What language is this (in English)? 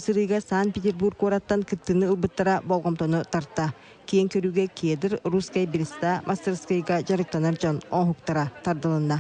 Yakut